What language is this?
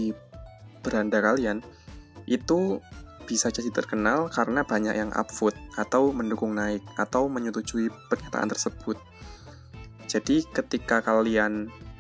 Indonesian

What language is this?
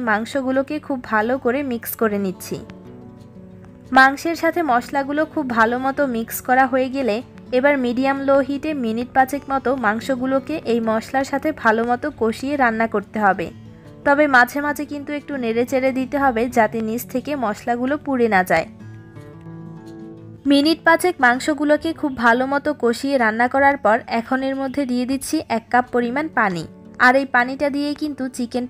Bangla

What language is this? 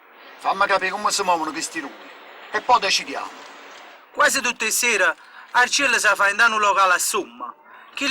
Neapolitan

